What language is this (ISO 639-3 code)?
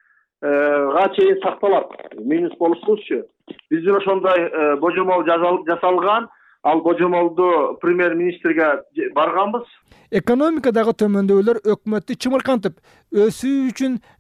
kir